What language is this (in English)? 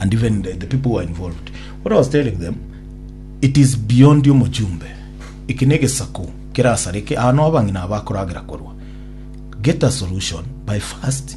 Gusii